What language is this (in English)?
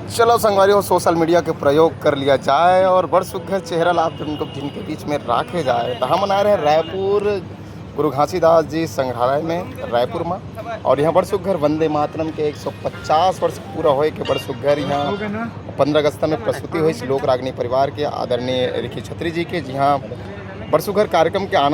Chhattisgarhi